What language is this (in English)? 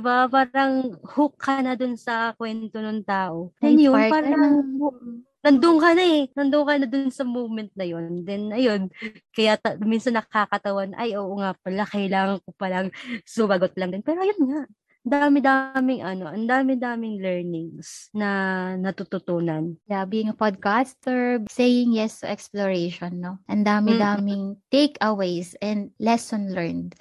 Filipino